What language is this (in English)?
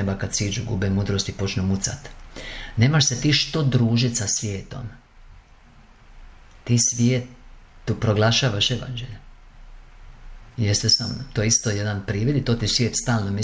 Croatian